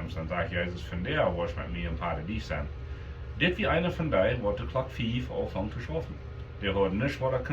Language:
Plautdietsch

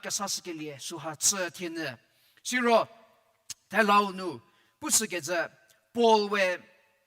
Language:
Angami Naga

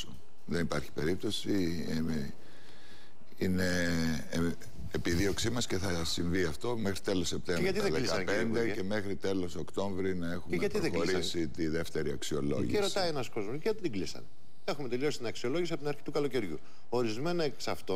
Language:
Greek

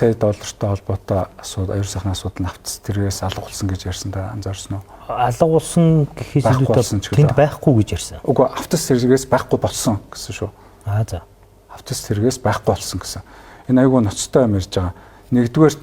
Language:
Mongolian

